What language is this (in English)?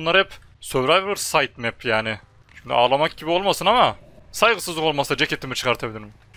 Turkish